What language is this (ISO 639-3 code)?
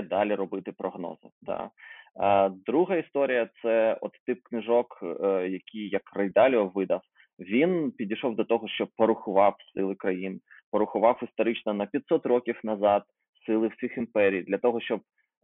ukr